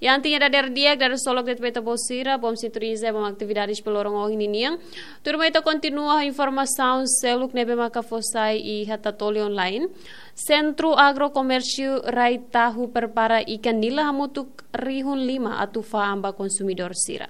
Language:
Tetum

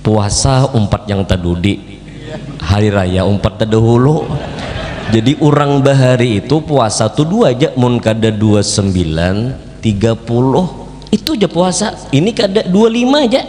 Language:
Banjar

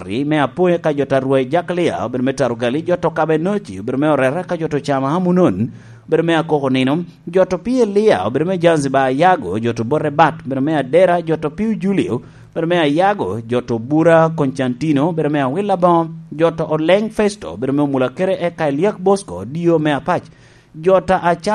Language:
Lango (Uganda)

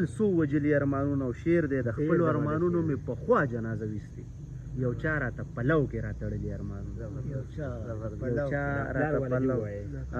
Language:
Pashto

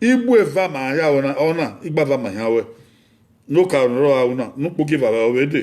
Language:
Bini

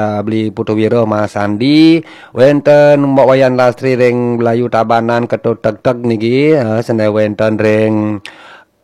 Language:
Balinese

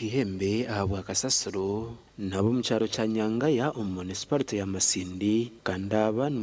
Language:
Nyankole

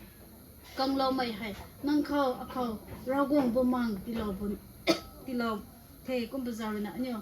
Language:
Rongmei Naga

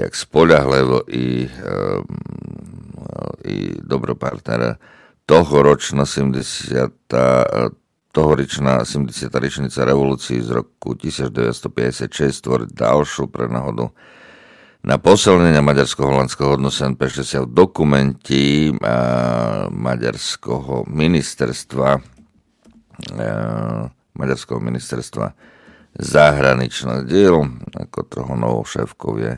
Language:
Slovak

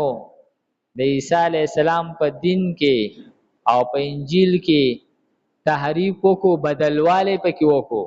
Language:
Pashto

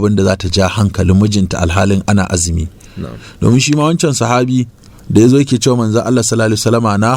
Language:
Hausa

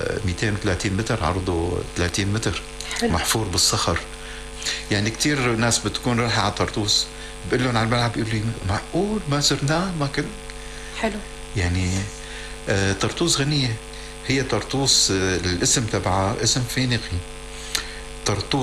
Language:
North Levantine Arabic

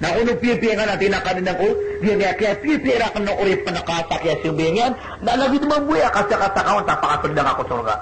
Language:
Maranao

